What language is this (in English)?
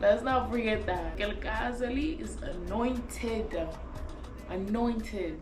Kabuverdianu